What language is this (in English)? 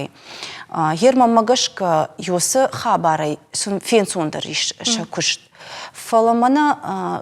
Ossetic